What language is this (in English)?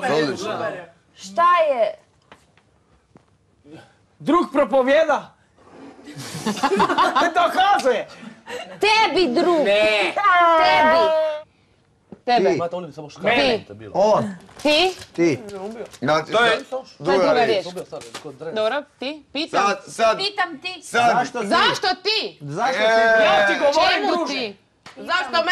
Croatian